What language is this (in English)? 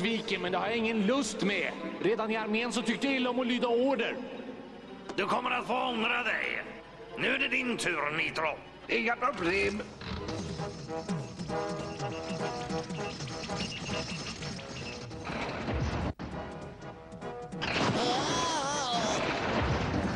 Swedish